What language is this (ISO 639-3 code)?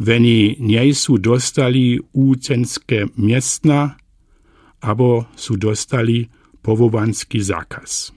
dsb